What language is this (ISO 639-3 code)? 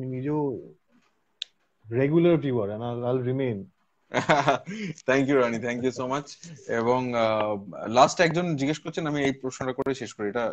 ben